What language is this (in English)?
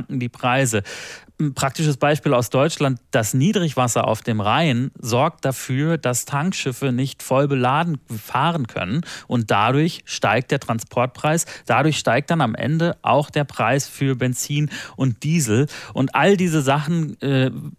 German